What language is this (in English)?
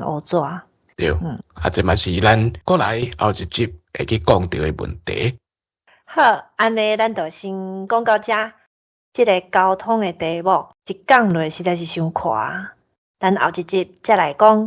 Min Nan Chinese